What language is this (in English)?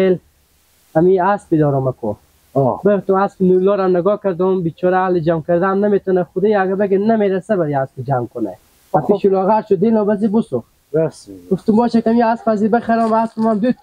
Persian